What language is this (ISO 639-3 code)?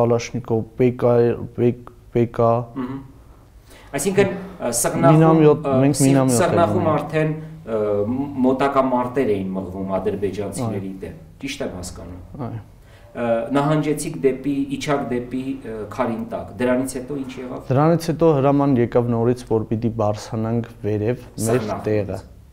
hye